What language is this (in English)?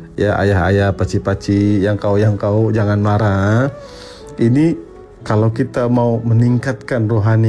Malay